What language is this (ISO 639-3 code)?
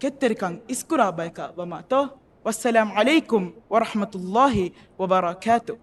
div